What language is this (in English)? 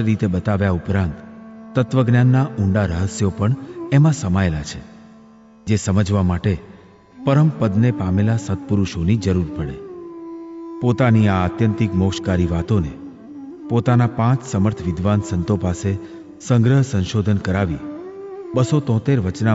Gujarati